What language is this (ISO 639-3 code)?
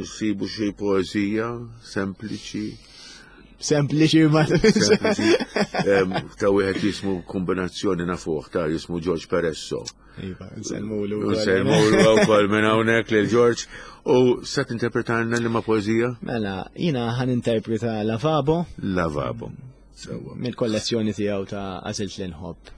mlt